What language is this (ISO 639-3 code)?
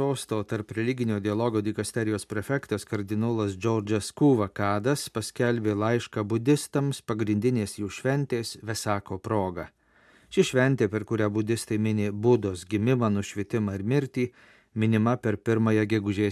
lit